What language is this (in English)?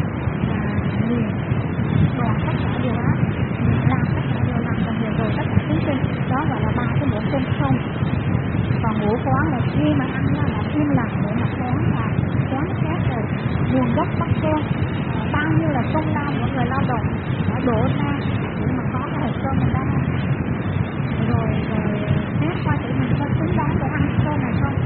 Vietnamese